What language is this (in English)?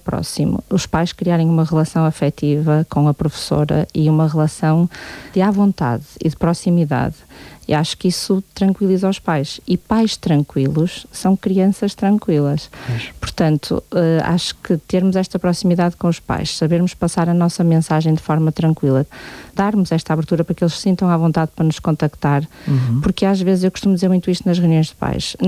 Portuguese